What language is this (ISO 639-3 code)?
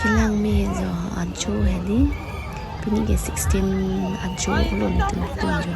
mjw